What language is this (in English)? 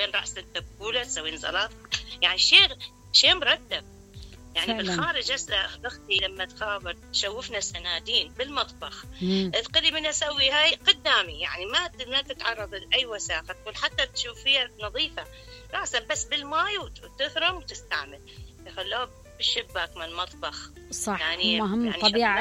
Mesopotamian Arabic